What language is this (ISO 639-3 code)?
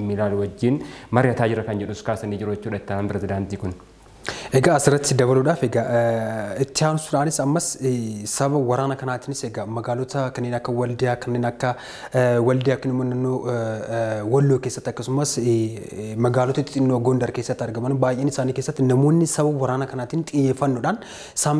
orm